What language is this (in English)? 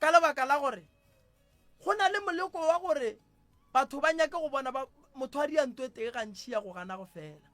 Northern Sotho